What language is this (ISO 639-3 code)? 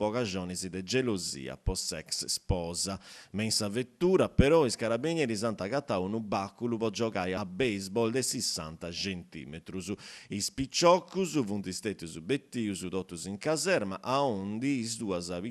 srd